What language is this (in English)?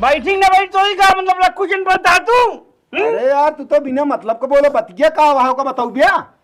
Awadhi